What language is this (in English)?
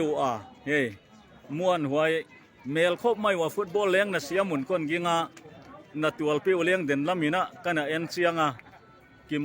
Tedim Chin